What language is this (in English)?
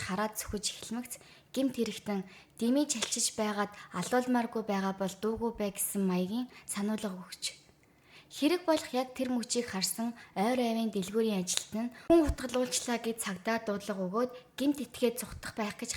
Mongolian